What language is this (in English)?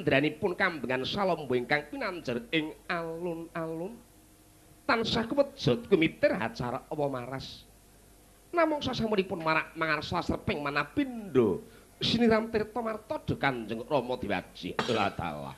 Javanese